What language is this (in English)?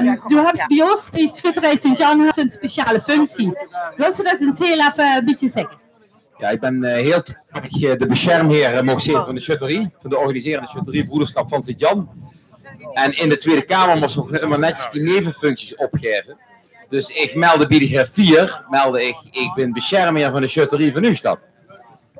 Limburgish